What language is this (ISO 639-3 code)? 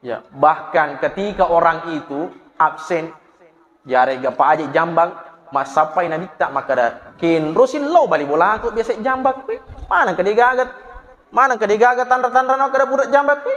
bug